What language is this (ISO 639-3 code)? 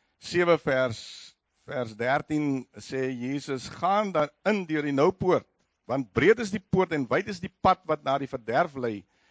afr